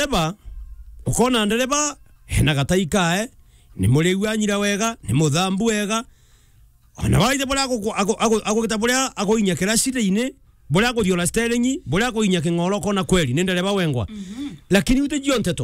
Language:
Meru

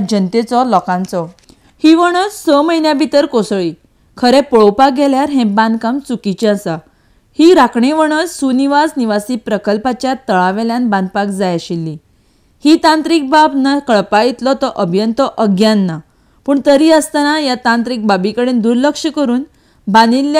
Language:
Konkani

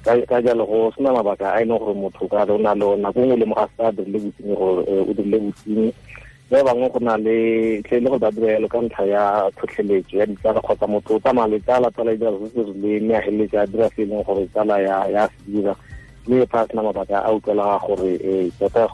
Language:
Tswana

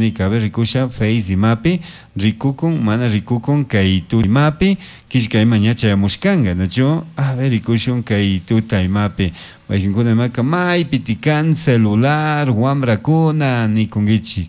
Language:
Chimborazo Highland Quichua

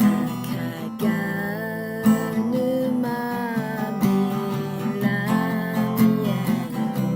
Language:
Akha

